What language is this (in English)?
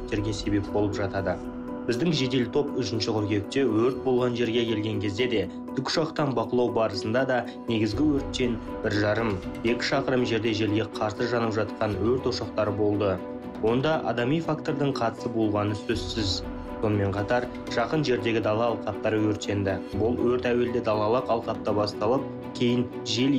Kazakh